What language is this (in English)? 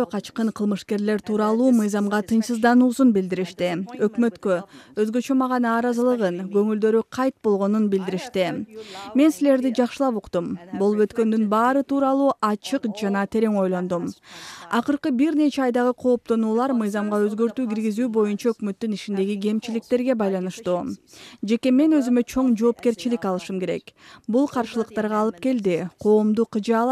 Kyrgyz